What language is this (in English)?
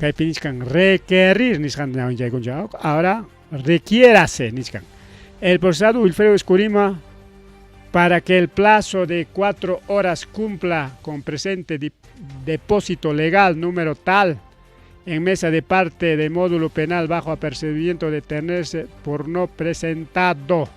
Ayacucho Quechua